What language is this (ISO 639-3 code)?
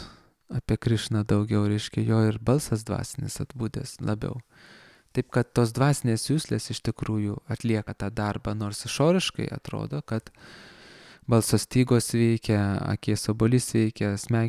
lit